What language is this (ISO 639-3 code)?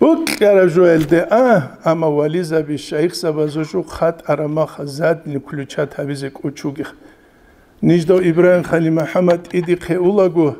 ava